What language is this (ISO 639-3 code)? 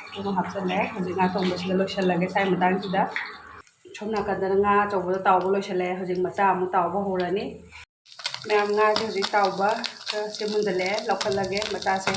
mni